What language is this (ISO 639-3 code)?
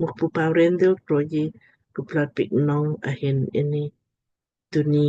lmk